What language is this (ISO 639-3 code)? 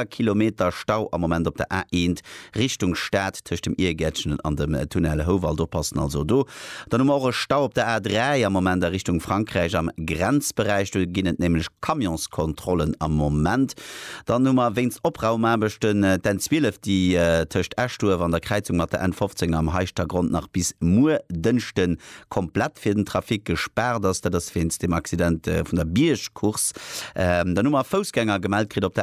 ltz